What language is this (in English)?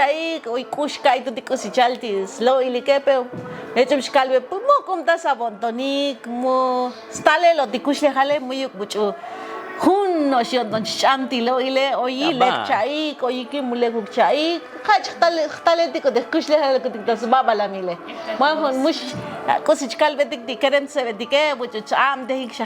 Tzotzil